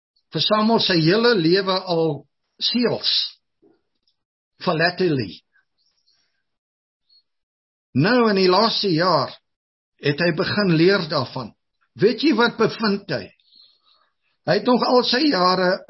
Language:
Afrikaans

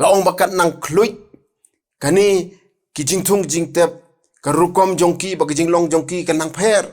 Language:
Khasi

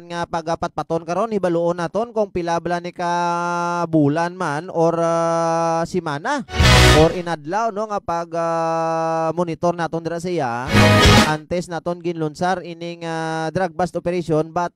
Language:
Hiligaynon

